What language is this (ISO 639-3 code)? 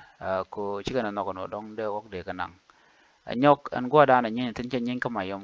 nus